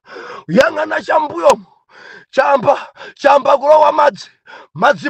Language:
Nyanja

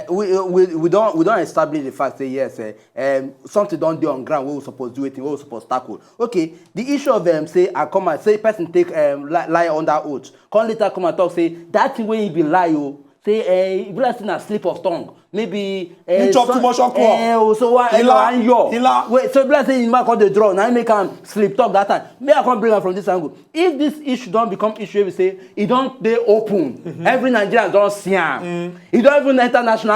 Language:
Nigerian Pidgin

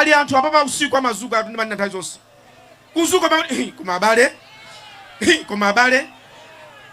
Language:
Nyanja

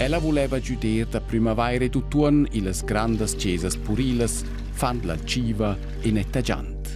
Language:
Romansh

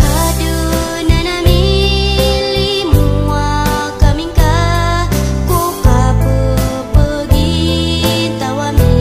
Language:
Maranao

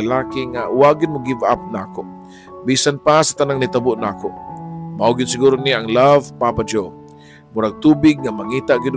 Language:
Cebuano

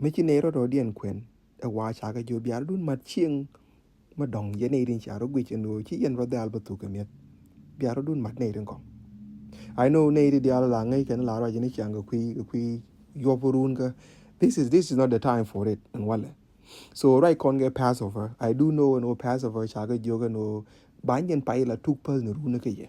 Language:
Nuer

